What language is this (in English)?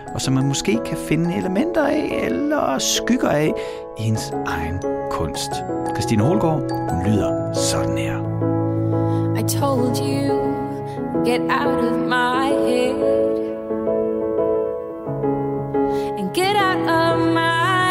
Danish